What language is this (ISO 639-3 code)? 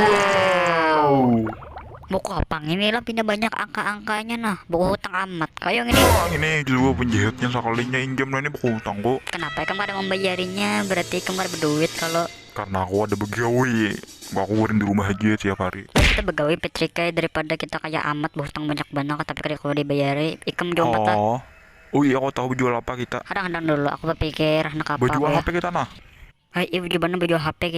bjn